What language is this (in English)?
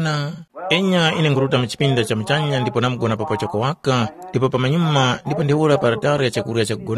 Tumbuka